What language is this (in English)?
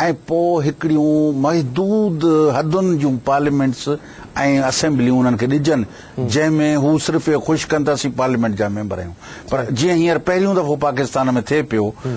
Sindhi